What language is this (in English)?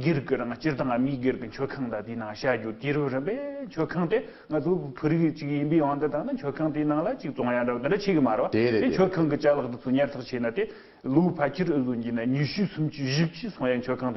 Tibetan